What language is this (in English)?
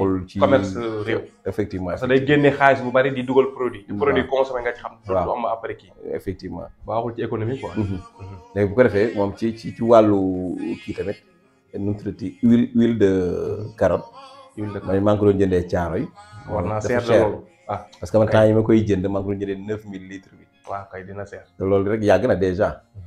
Wolof